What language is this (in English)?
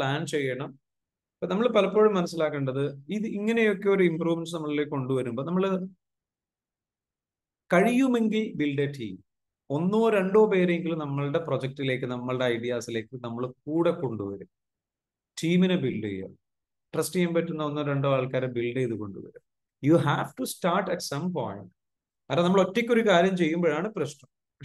Malayalam